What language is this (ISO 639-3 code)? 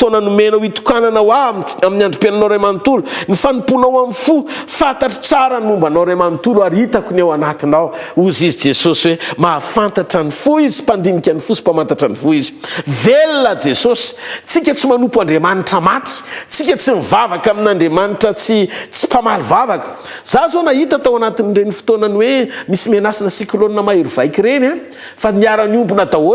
mlg